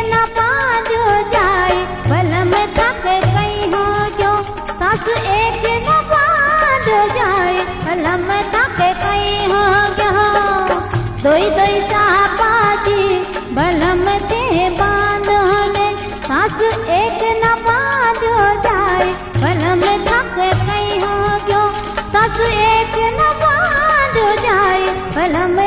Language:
Bhojpuri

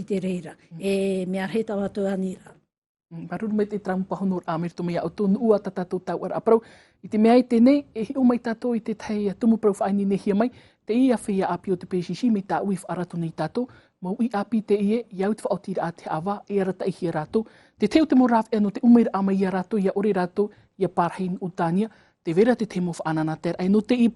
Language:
Tahitian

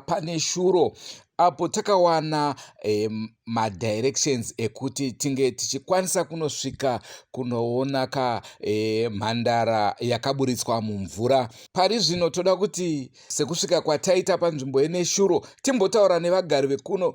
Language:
Shona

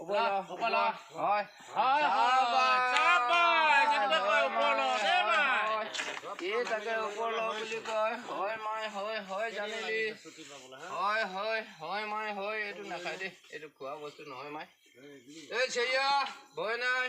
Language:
Assamese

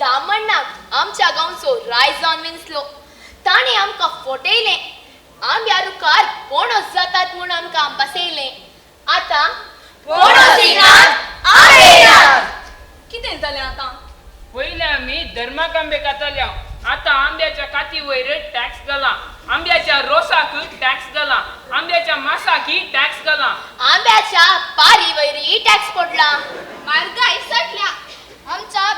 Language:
Konkani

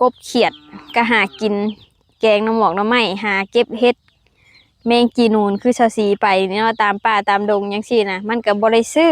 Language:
Lao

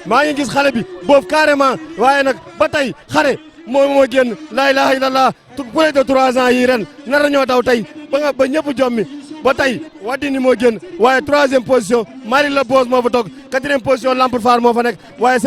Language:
Wolof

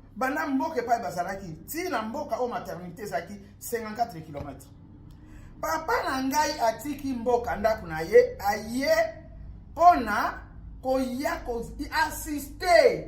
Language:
Lingala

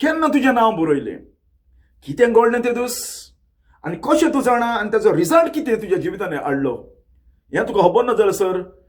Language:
Konkani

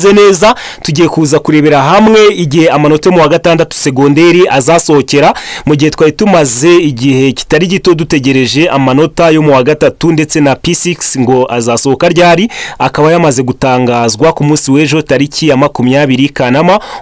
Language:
Kinyarwanda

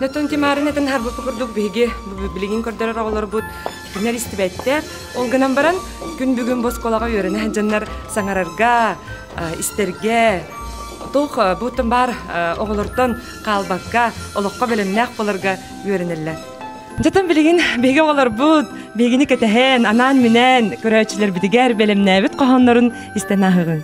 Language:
Yakut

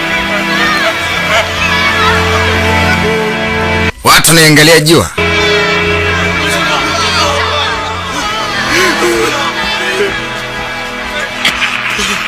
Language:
Swahili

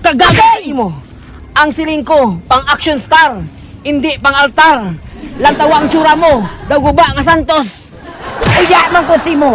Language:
Hiligaynon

